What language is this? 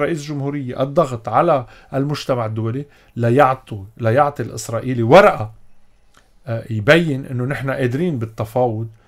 North Levantine Arabic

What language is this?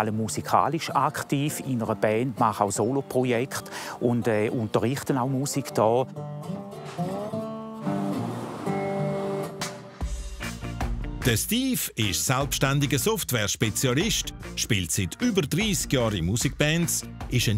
German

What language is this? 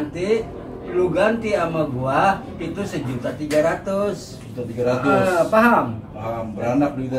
Betawi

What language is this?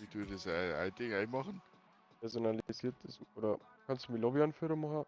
Bavarian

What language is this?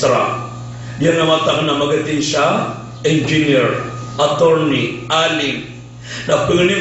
Maranao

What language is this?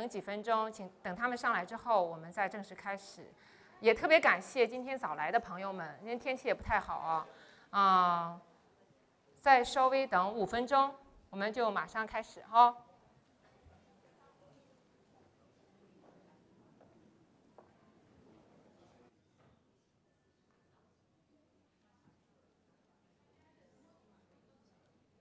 Chinese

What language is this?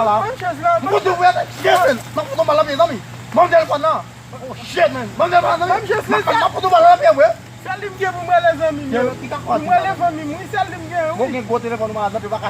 Haitian Creole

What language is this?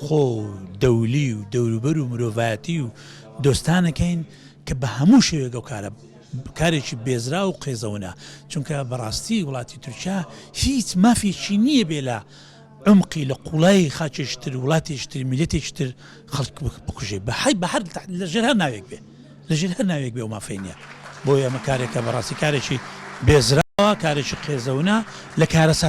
Central Kurdish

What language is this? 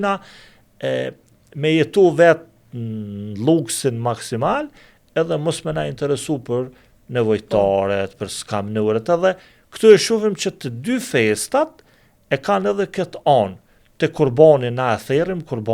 Albanian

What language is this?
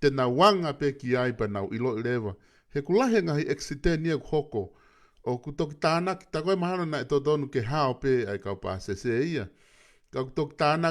Tongan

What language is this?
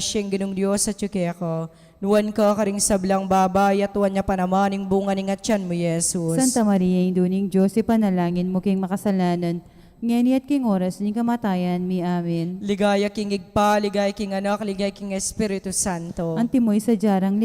Pampanga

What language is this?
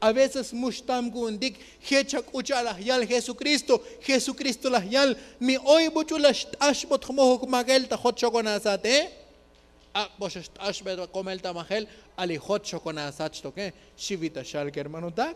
Tzotzil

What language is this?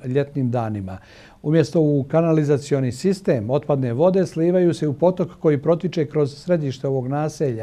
Bosnian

